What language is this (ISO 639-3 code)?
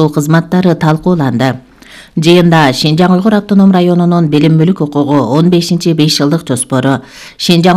kir